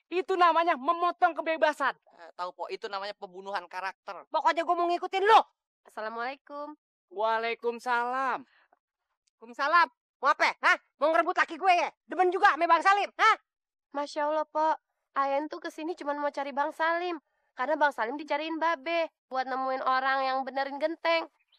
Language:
Betawi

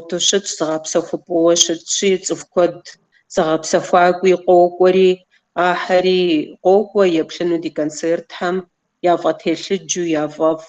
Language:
Kabardian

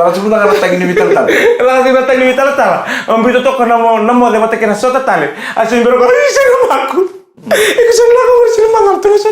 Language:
Fijian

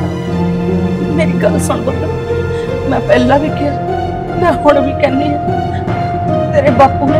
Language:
Punjabi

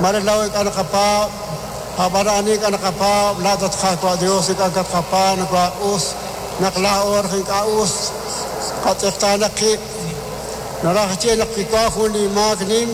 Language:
Kekchí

